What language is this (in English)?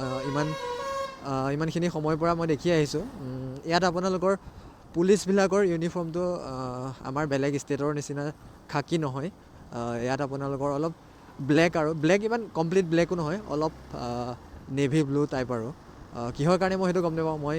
Assamese